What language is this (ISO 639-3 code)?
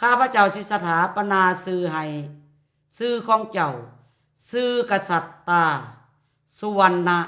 lao